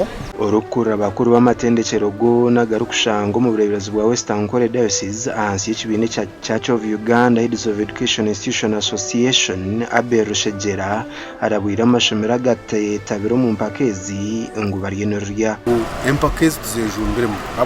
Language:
Nyankole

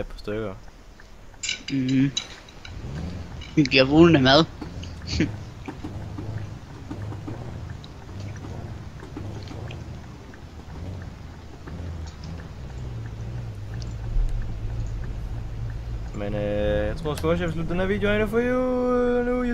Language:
Danish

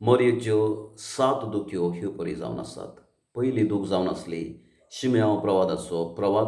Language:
Konkani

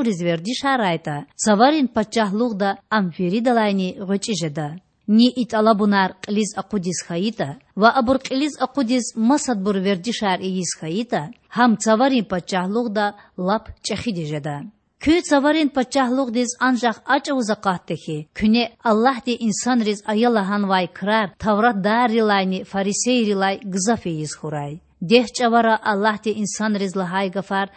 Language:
Lezghian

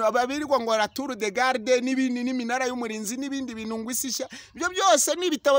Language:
Kinyarwanda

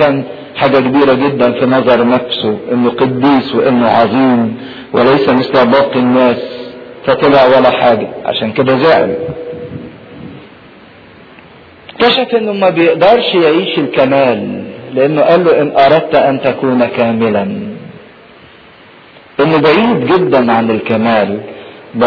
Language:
Egyptian Arabic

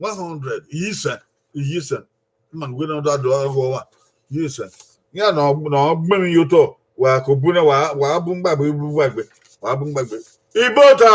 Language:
Bini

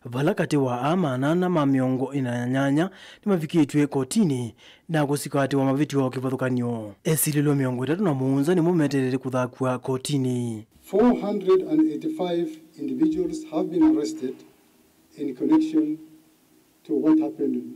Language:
Kamba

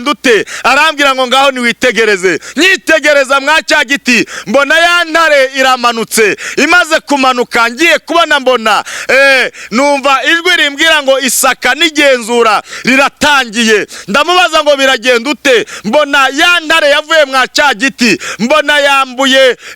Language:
Kinyarwanda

